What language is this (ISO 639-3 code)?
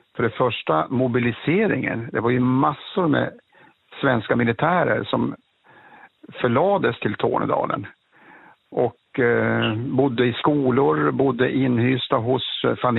swe